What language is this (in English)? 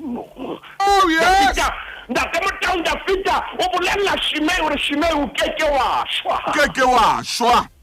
Southern Sotho